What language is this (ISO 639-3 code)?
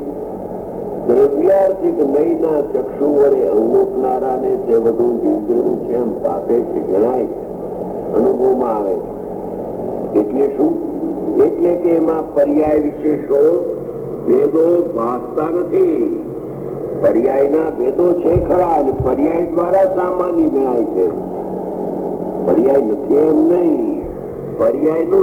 guj